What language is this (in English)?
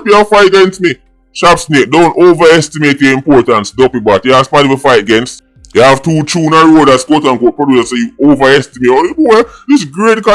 Jamaican Creole English